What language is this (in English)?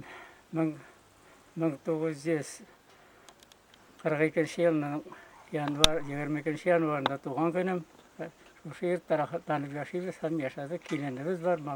Tatar